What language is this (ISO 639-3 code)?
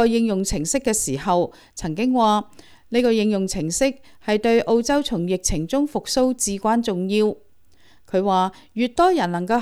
yue